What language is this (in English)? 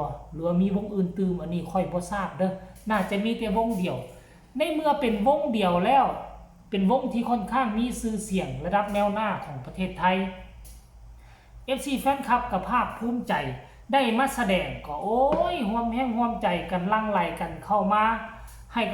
Lao